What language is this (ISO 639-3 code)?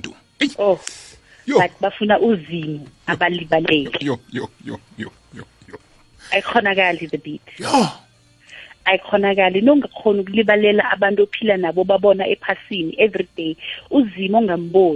nbl